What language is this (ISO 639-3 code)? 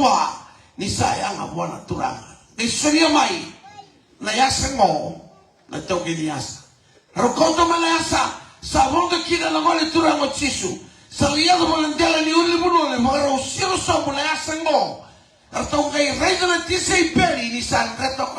fij